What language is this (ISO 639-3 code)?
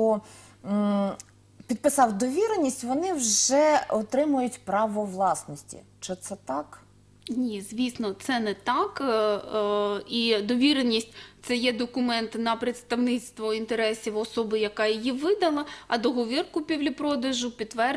ukr